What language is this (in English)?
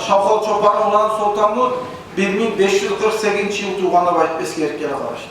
Kumyk